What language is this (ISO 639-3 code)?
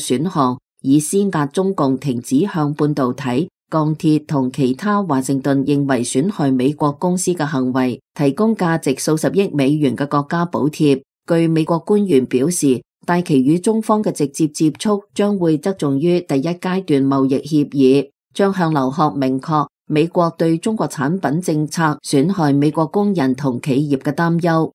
yue